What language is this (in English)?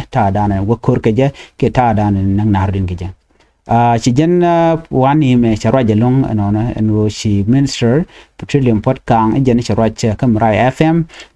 Nuer